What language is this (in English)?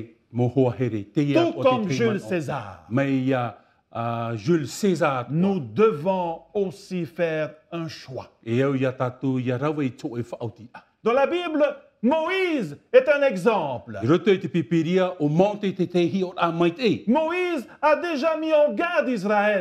Tahitian